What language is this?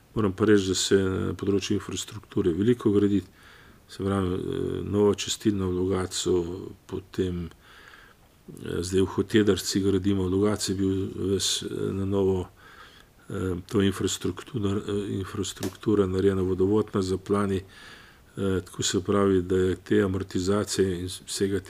Slovenian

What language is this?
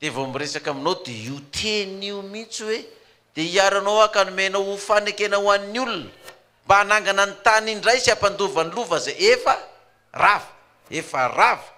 Malagasy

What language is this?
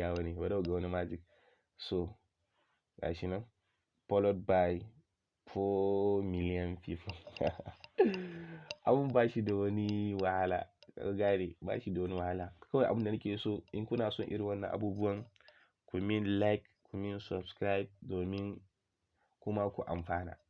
Hausa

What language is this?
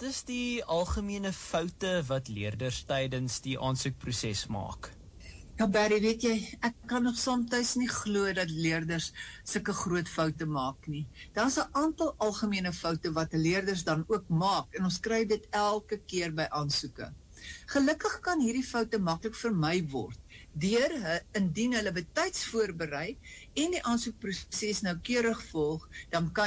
Afrikaans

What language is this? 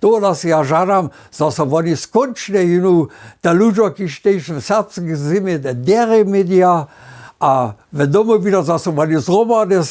Upper Sorbian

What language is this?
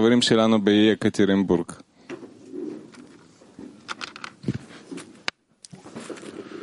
Hebrew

